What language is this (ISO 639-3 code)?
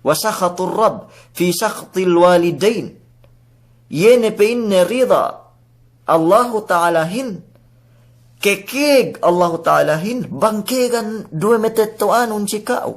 yka